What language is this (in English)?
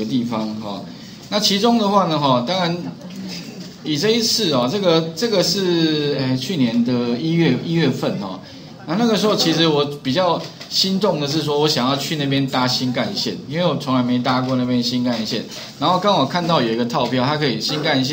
Chinese